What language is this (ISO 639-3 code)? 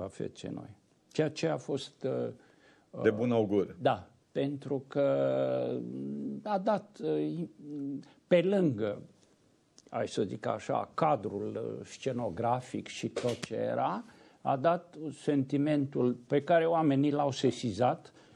ron